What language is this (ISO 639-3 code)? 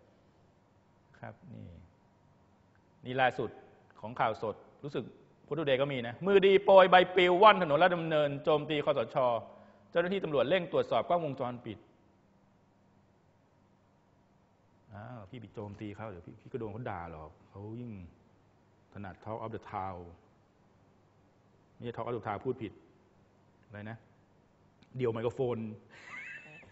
tha